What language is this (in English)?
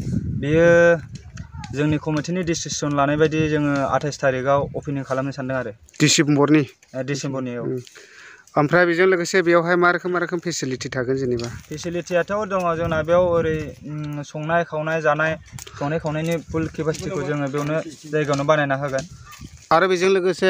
Bodo